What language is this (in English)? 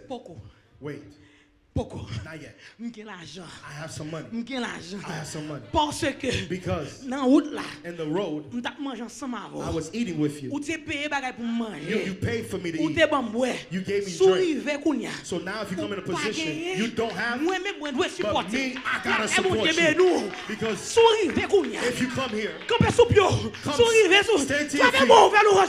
Haitian Creole